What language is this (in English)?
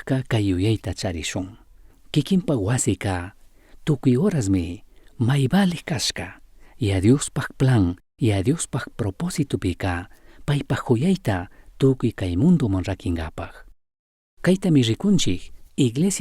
Chimborazo Highland Quichua